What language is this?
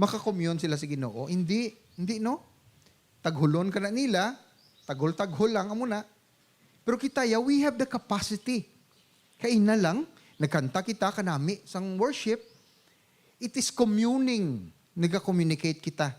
Hiligaynon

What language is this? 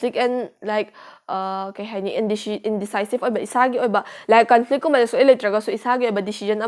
Manipuri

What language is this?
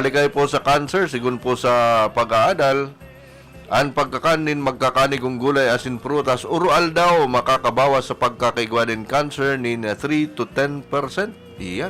Bikol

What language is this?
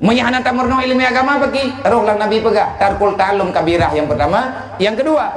Achinese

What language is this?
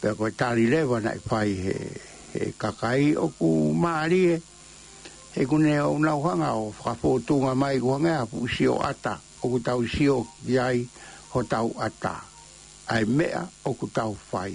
Tongan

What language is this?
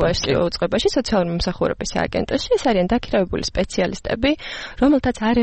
Georgian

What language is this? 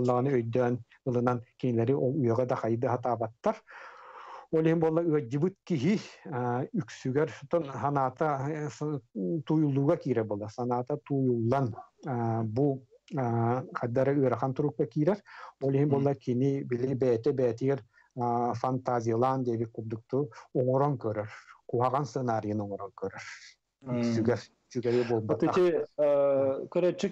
Yakut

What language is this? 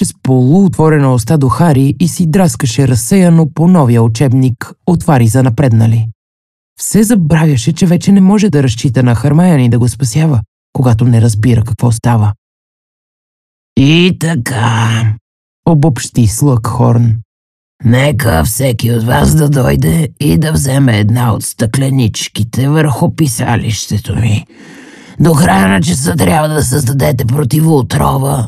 Bulgarian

